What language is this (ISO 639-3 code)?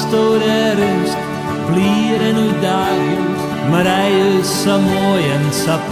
fry